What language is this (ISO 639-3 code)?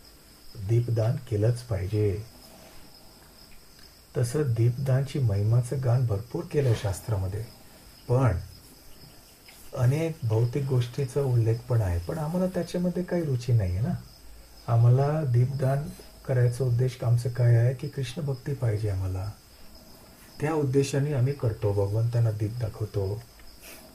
mar